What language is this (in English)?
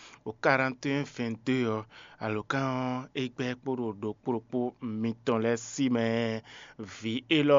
Fon